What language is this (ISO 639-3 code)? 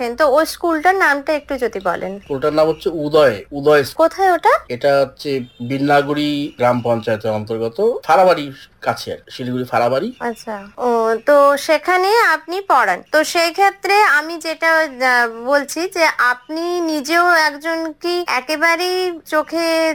ben